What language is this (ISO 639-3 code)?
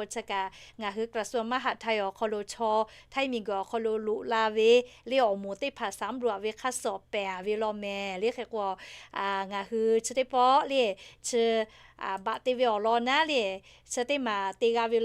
lhu